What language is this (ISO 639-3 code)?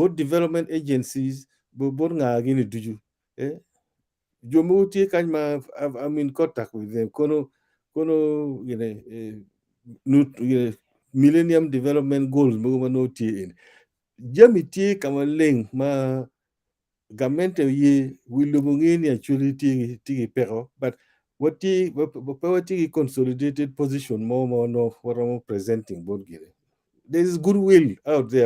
ach